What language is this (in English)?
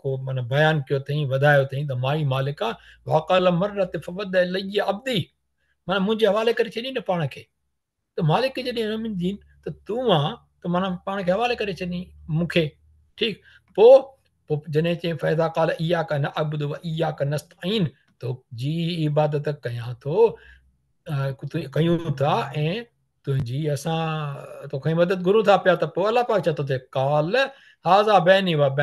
Sindhi